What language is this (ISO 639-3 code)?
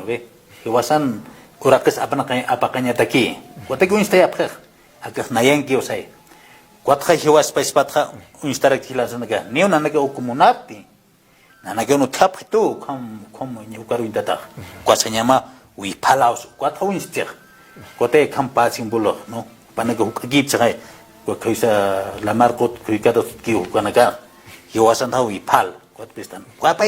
aym